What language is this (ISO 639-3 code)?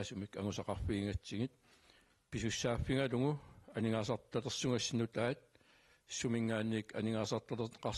kal